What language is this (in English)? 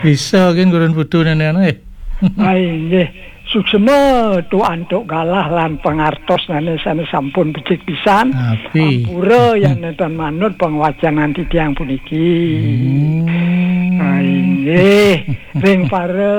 Balinese